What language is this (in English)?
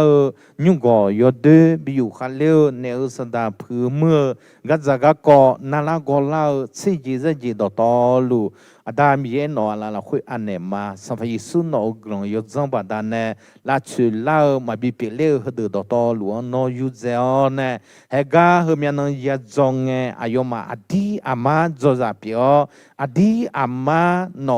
Akha